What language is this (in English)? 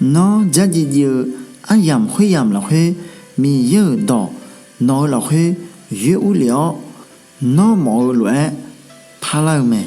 Akha